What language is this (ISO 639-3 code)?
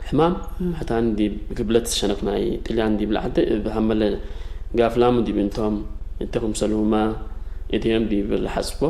tig